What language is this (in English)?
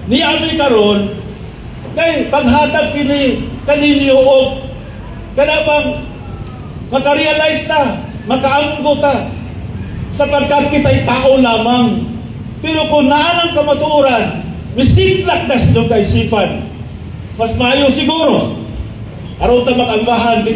Cebuano